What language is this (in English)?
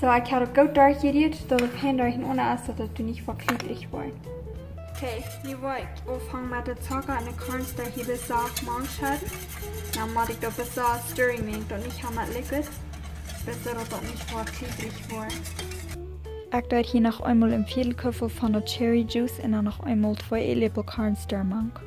Plautdietsch